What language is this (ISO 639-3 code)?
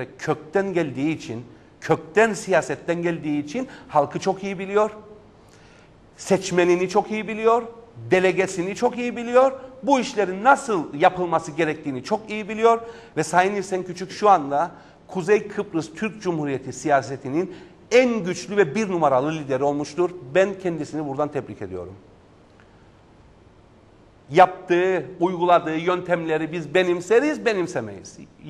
tur